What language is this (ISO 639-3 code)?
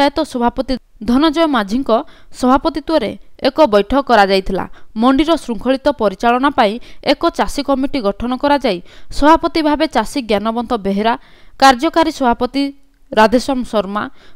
ori